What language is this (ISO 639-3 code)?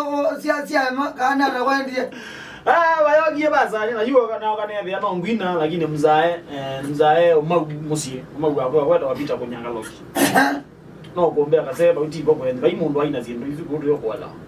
kam